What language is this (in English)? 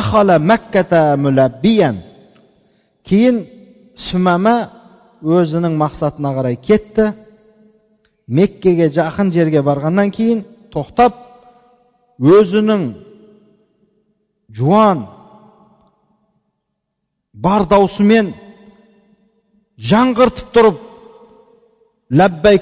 Kazakh